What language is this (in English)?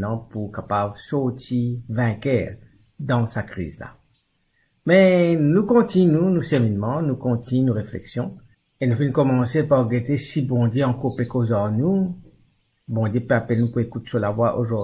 Morisyen